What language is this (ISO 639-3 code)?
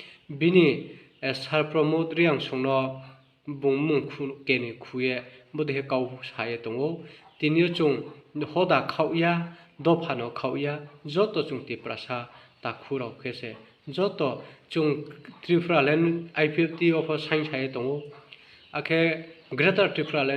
ria